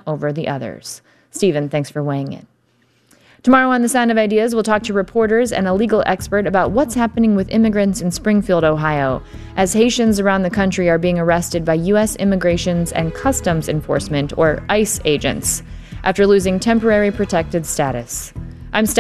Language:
English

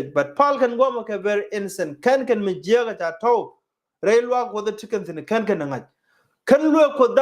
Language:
Nuer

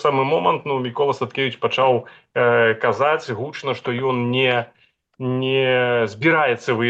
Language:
Belarusian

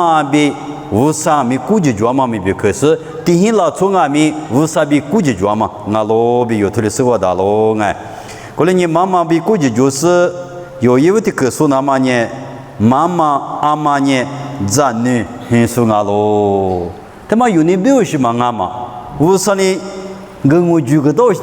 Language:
Lisu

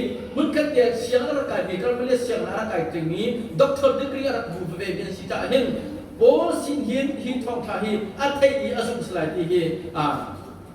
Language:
Hakha Chin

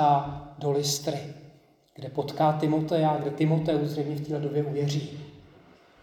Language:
Czech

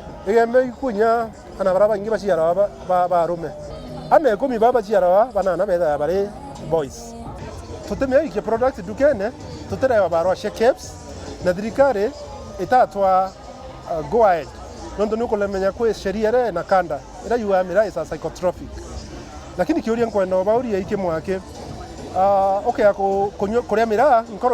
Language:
Meru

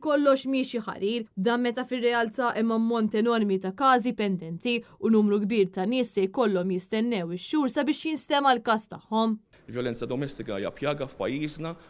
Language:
Maltese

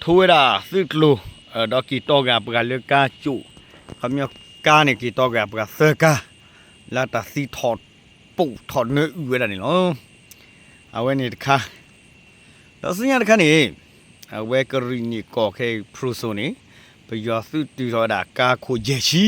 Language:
S'gaw Karen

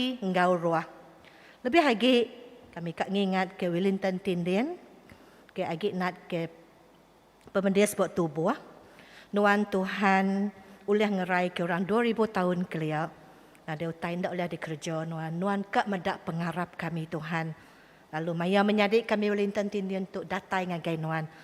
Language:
Iban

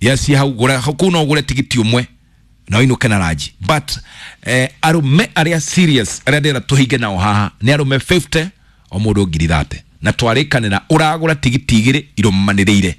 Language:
Kikuyu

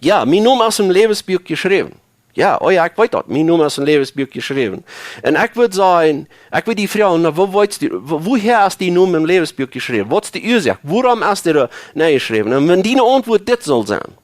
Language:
Plautdietsch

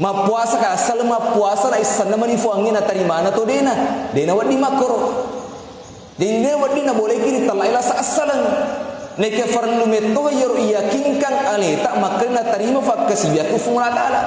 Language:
Buginese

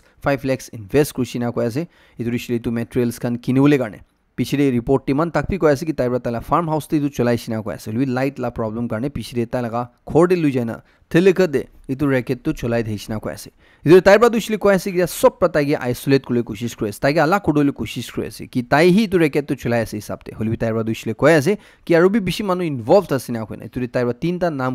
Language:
Naga Pidgin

